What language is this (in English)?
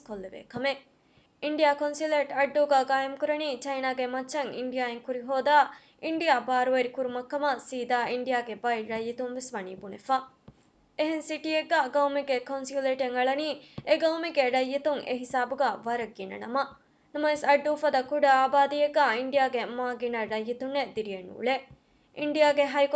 Divehi